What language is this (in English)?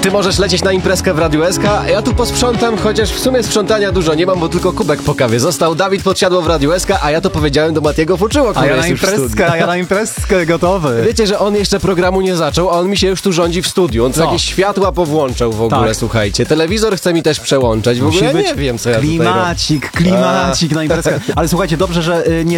Polish